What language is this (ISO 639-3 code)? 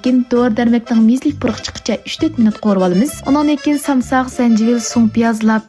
uig